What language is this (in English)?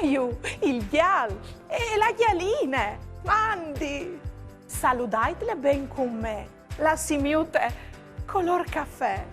Friulian